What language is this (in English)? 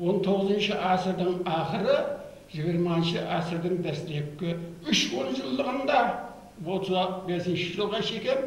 Kara-Kalpak